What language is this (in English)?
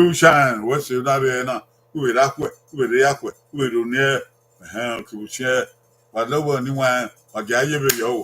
Bini